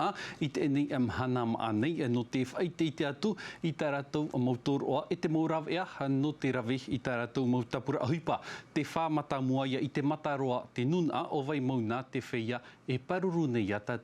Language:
Tahitian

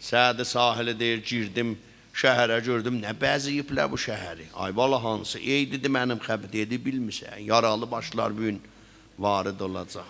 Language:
South Azerbaijani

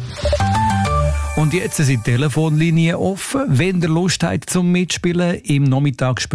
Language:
German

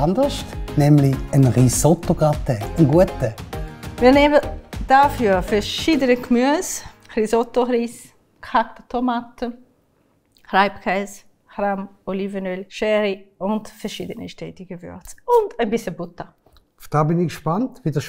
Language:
Swiss German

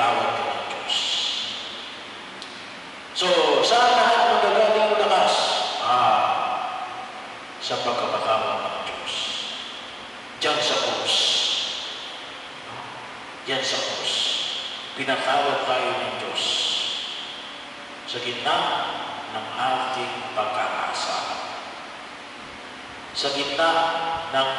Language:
Filipino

